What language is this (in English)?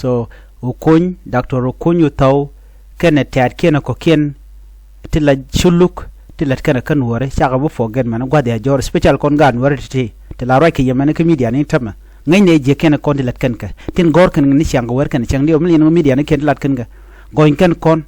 Nuer